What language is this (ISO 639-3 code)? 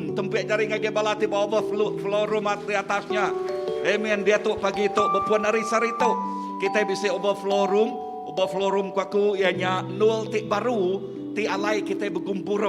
iba